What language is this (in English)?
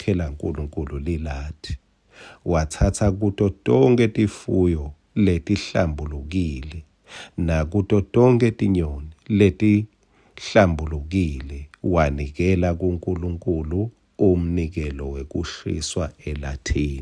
Swati